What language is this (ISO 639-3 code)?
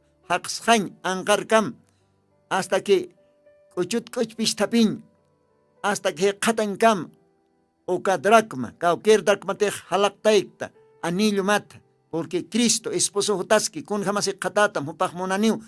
aym